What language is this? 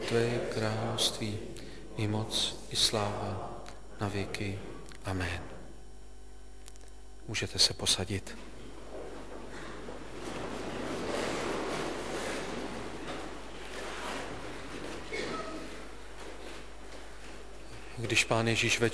Czech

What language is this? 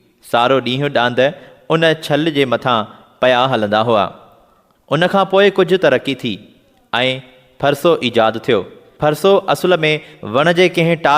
Sindhi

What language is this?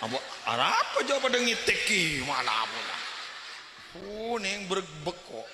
Madurese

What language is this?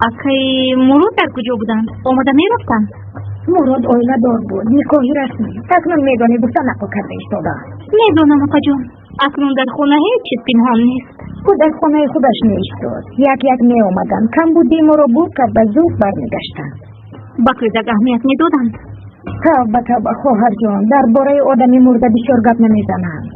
Tajik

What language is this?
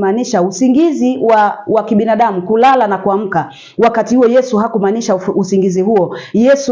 Swahili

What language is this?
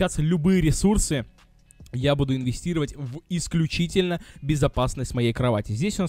Russian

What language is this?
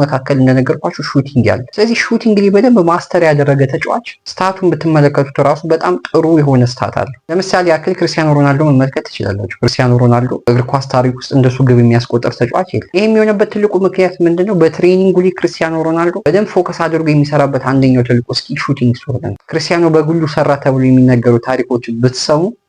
Amharic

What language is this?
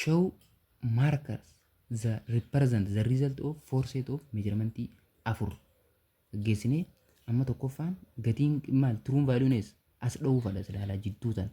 Oromo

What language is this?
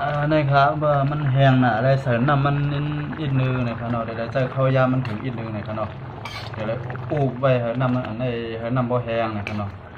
Shan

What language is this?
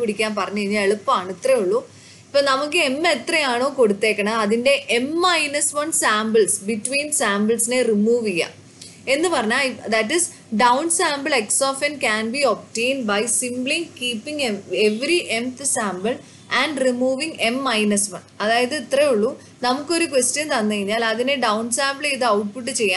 Malayalam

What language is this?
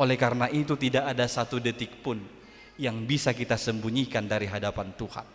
Batak Toba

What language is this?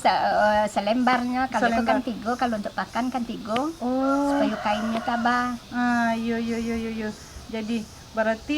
Minangkabau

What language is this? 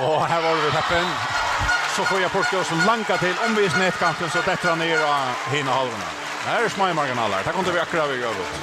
Faroese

